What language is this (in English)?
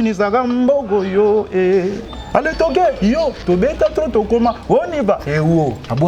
Lingala